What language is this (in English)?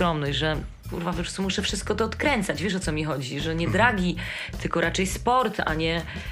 Polish